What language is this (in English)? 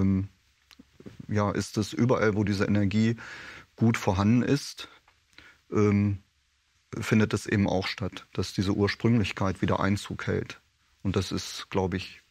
German